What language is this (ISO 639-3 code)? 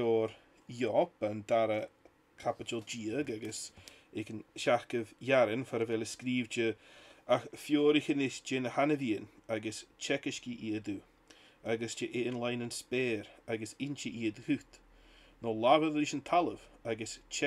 gla